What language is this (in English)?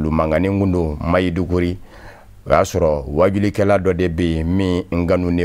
Bambara